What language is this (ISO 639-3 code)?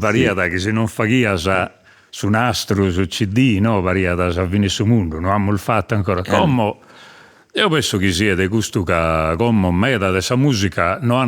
srd